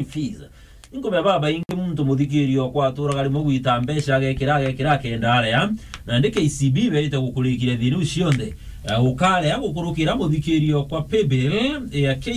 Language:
Meru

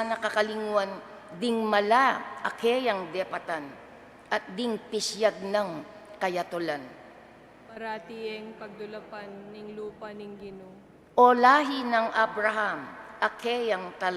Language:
Pampanga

